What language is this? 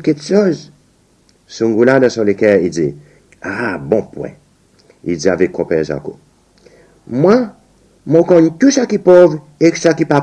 Seselwa Creole French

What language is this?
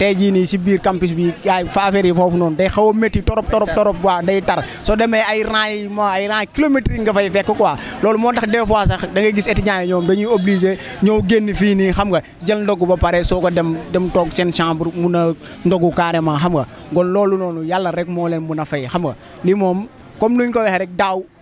Wolof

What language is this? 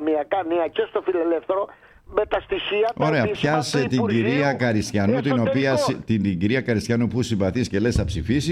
Greek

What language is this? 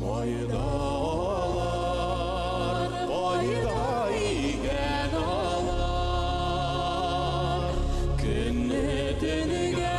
Bashkir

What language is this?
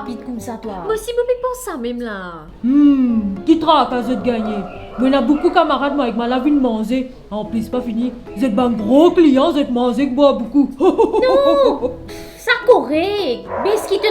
Morisyen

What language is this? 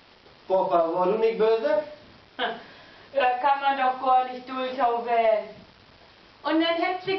Low German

